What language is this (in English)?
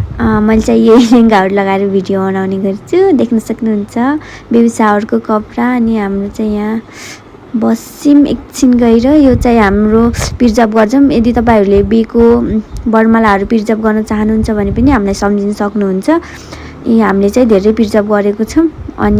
Nepali